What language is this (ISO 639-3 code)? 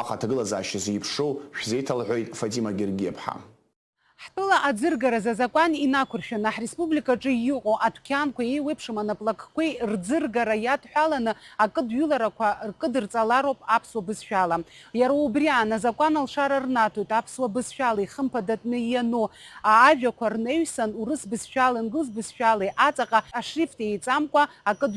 abk